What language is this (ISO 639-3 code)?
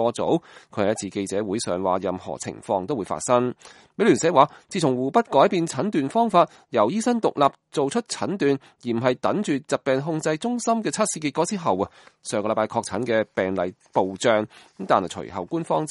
yue